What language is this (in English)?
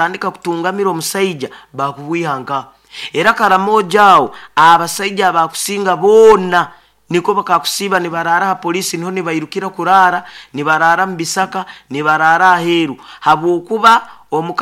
Nyoro